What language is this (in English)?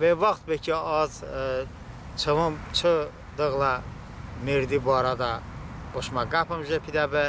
Talysh